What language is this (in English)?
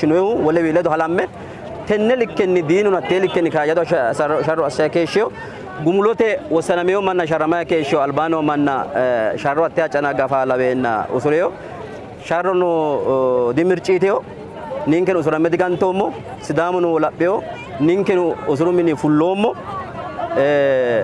Sidamo